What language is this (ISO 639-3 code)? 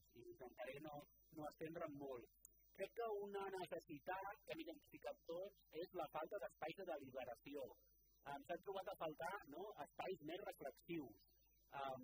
cat